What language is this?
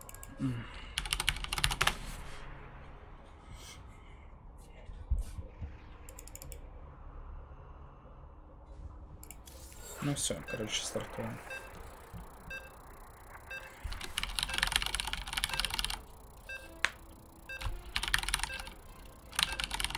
Russian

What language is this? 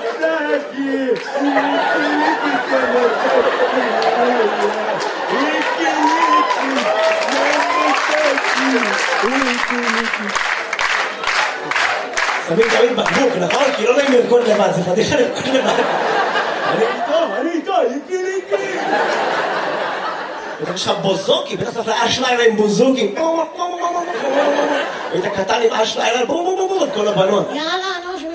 Hebrew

